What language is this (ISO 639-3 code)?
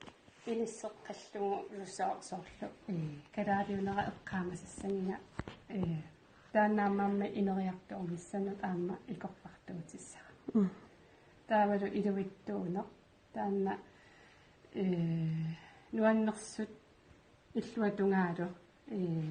kal